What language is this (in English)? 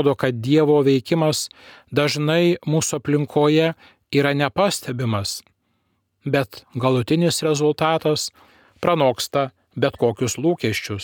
Lithuanian